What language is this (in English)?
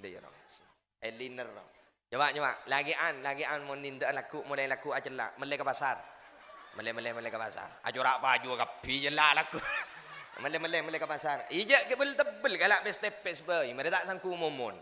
Madurese